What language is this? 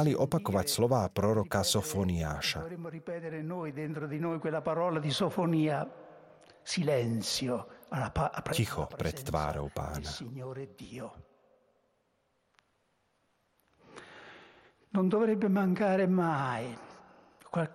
Slovak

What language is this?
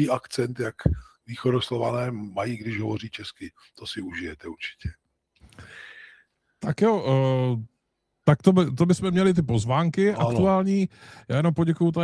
Czech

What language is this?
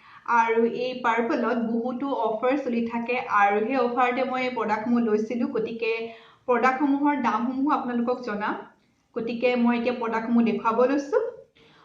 Assamese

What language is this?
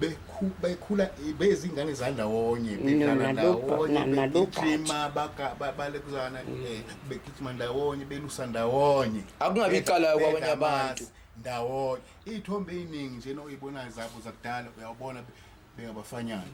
Zulu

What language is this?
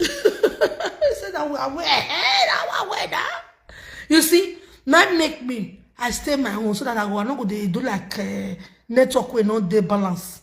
Nigerian Pidgin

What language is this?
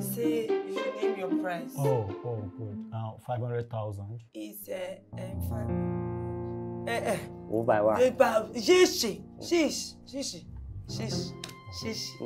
Nigerian Pidgin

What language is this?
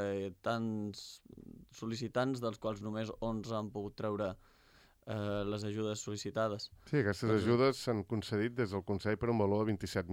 Catalan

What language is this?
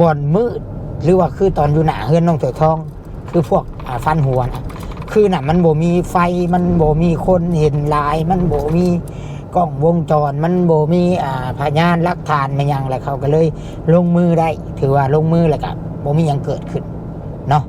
Lao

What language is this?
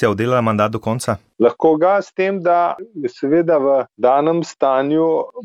Slovenian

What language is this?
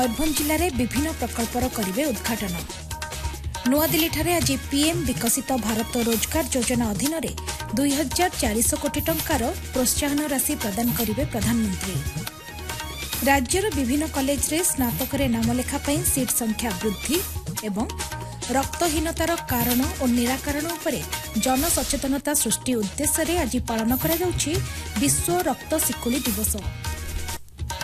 Odia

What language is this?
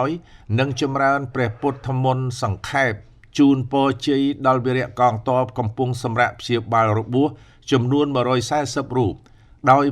Khmer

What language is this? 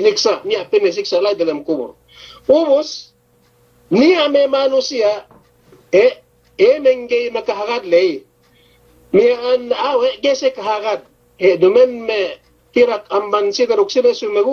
Yakan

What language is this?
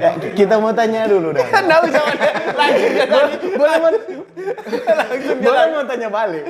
Manado Malay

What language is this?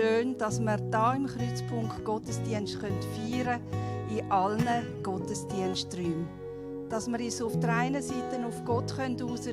Swiss German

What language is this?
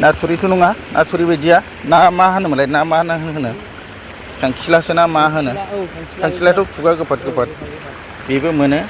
Bodo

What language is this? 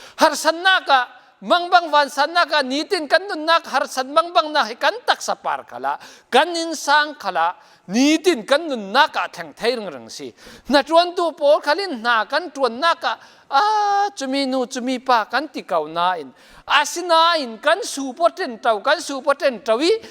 Falam Chin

